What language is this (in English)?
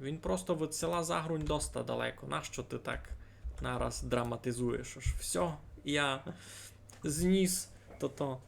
Rusyn